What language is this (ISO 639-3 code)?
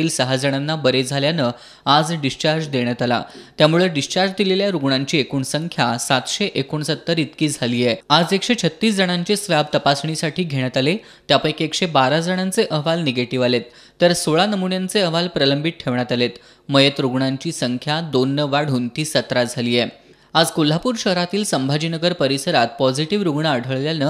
mar